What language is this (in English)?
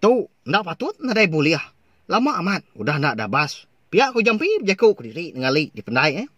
Iban